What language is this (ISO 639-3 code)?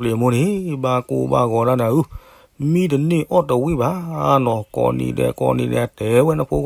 ksw